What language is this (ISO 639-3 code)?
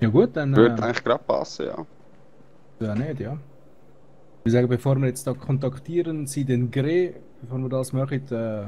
gsw